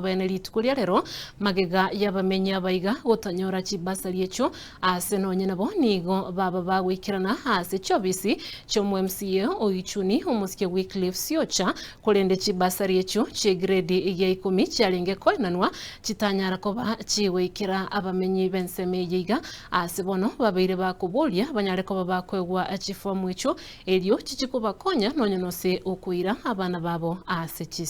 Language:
Gusii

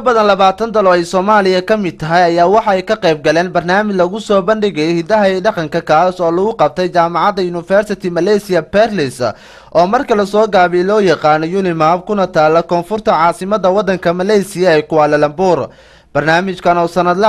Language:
Somali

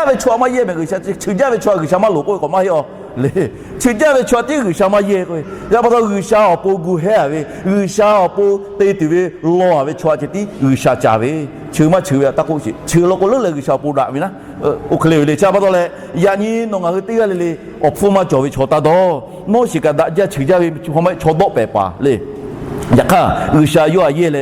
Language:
Lahu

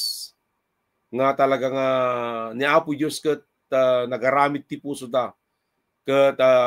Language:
Iloko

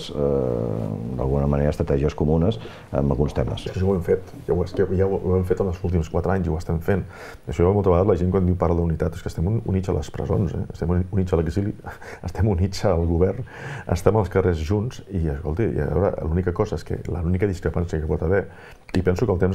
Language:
Catalan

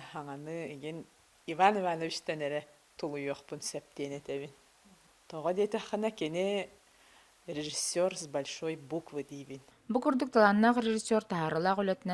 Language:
Yakut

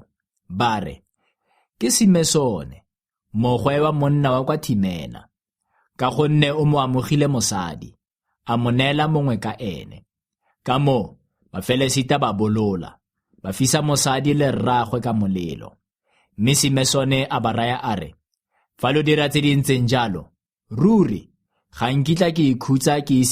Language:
Tswana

